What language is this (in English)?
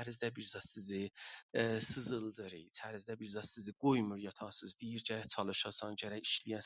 South Azerbaijani